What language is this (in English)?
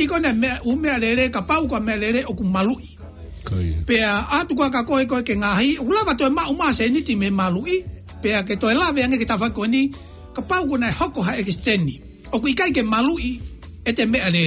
Tongan